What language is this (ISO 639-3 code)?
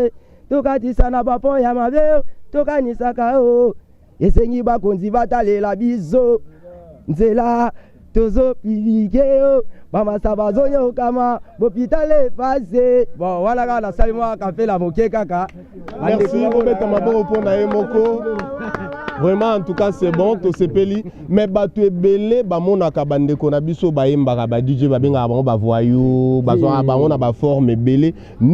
lin